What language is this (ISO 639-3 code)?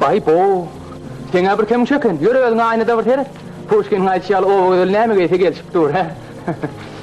tuk